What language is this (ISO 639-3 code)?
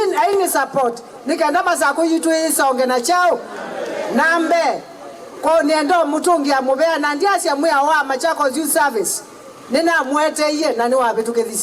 kam